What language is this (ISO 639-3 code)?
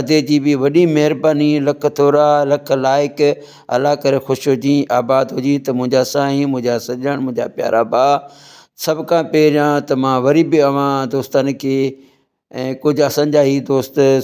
snd